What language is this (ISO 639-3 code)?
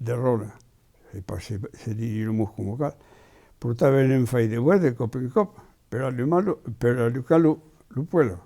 oci